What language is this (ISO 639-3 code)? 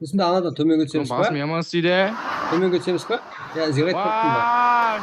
kaa